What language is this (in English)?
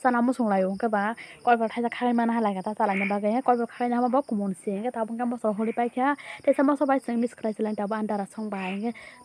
Kok Borok